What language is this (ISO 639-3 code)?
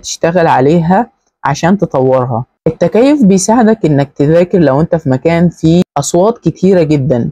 arz